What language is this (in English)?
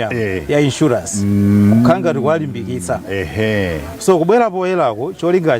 Nyanja